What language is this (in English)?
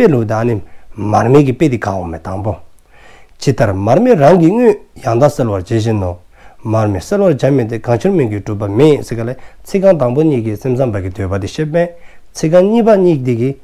Dzongkha